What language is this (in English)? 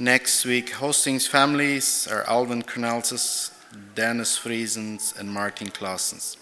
Plautdietsch